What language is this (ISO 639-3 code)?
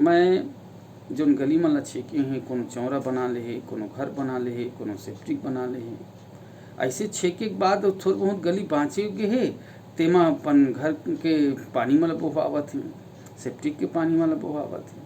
hne